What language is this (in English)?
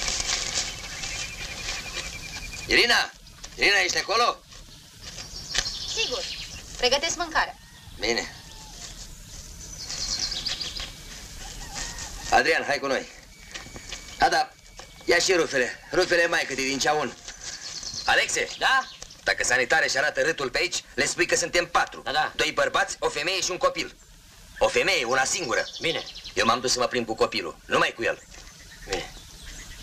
Romanian